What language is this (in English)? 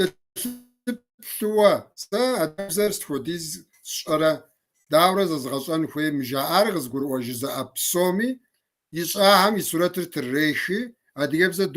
Kabardian